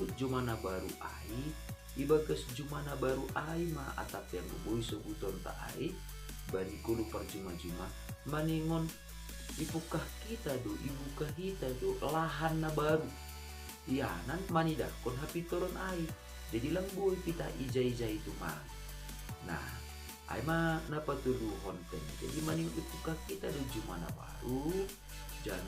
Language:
Batak Simalungun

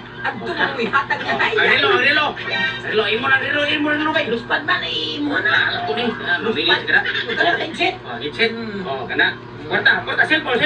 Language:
Cebuano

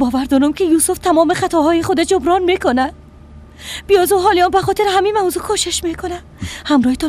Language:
Persian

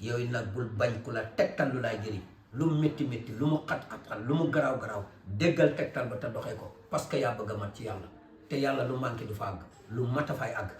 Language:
Wolof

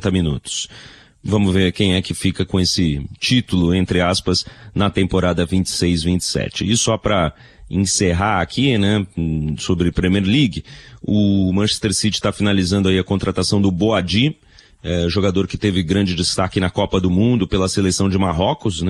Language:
Portuguese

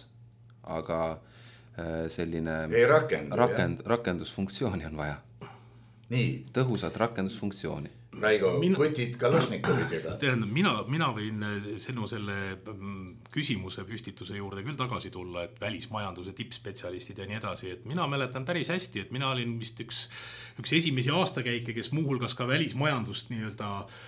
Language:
Estonian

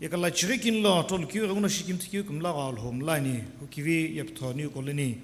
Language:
Sumi Naga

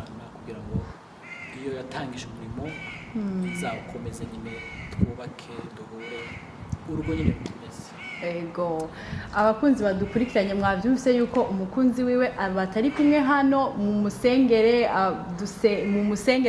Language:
Rundi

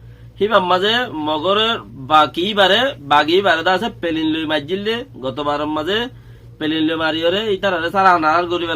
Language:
Rohingya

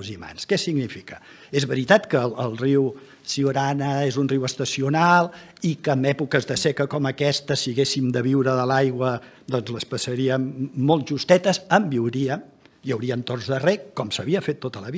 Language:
Catalan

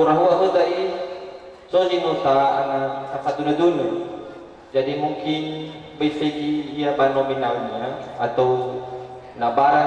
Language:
Nias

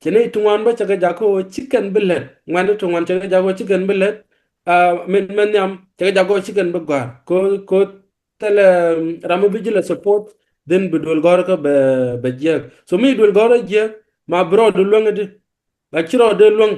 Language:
Nuer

